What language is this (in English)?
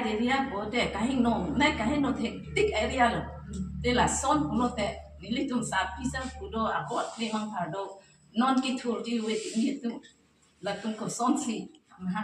Karbi